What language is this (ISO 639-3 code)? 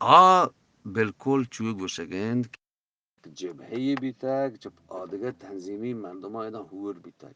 bgp